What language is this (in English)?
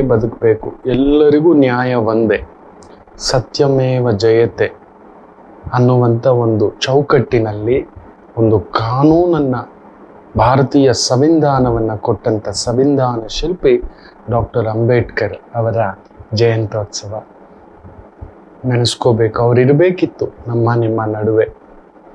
Kannada